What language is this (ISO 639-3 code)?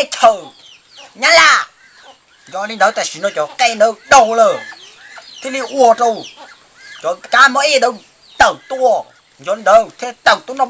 hmn